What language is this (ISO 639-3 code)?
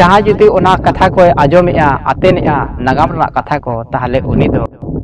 sat